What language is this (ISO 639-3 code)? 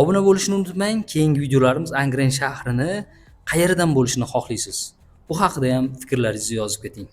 uzb